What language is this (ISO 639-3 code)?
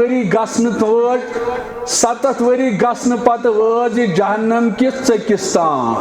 kas